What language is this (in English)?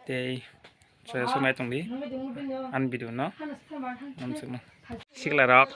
Kok Borok